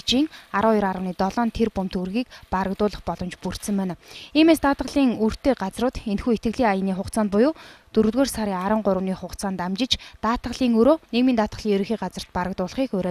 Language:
Mongolian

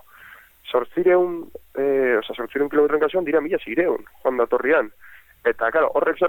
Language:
Basque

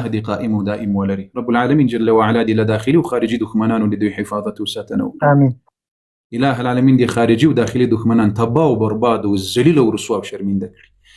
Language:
Pashto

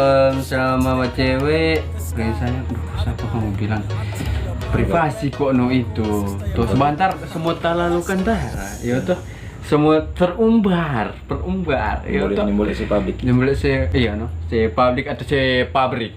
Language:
Manado Malay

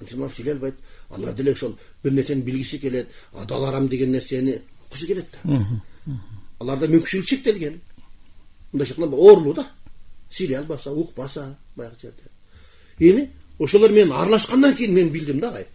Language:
Kyrgyz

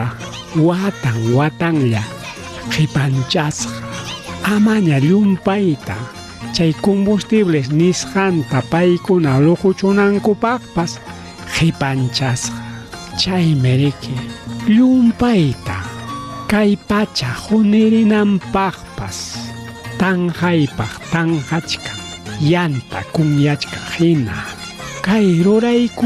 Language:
Ayacucho Quechua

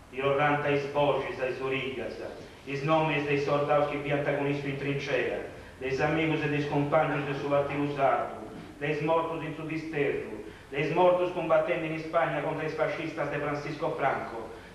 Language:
Sardinian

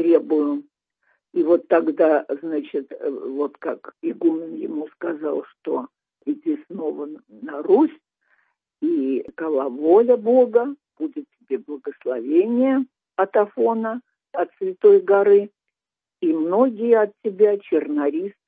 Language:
Russian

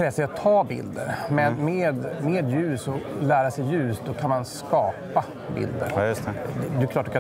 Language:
Swedish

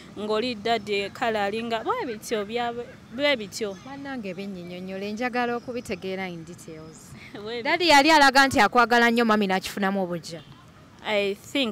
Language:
Ganda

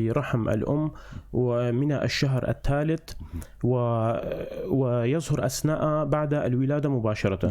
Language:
North Levantine Arabic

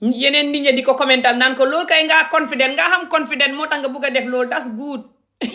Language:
Wolof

